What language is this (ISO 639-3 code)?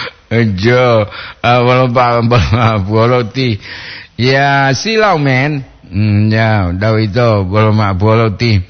gor